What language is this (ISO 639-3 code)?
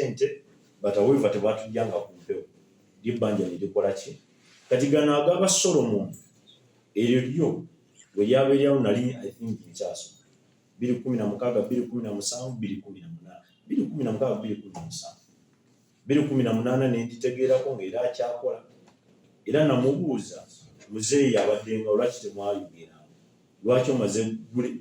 lug